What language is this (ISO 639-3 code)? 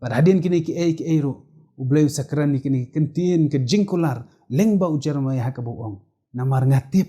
kha